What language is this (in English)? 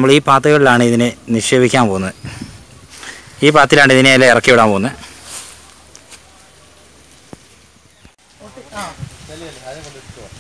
Malayalam